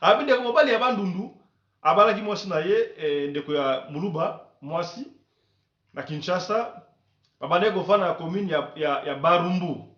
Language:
Lingala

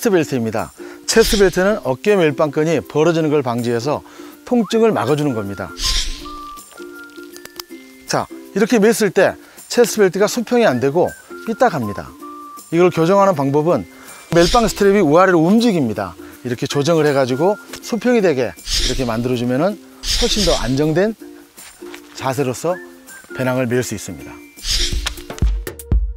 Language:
Korean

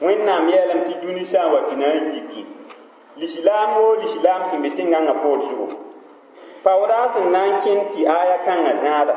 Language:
Mossi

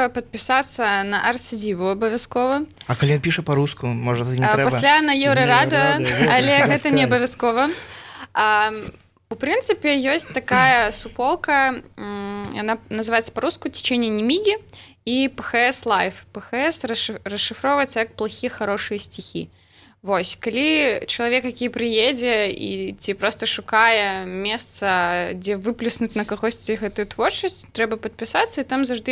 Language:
Belarusian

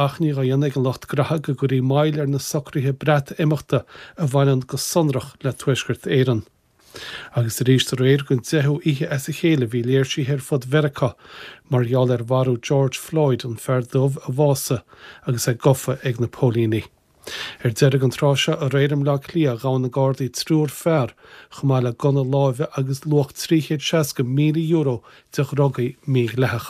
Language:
Irish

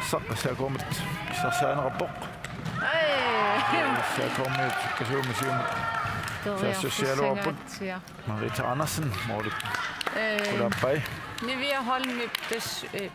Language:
Kalaallisut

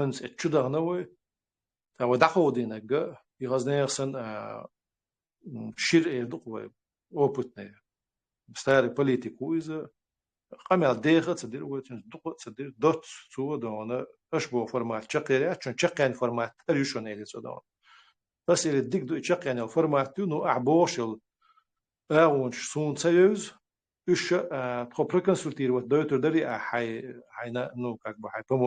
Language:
Chechen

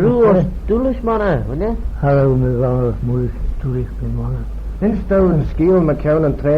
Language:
Manx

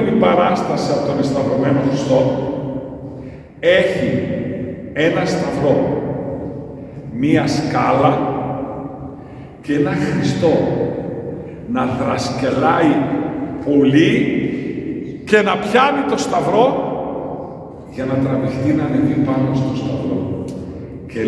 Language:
Greek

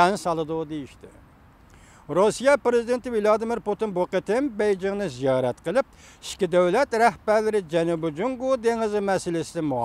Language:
Uyghur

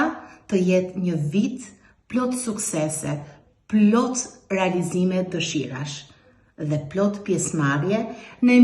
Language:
Albanian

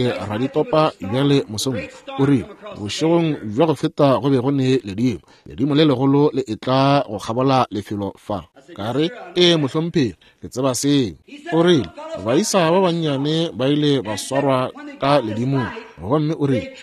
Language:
Northern Sotho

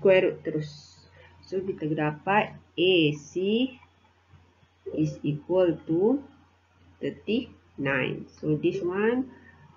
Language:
Malay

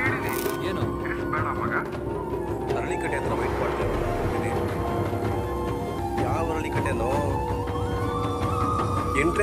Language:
Kannada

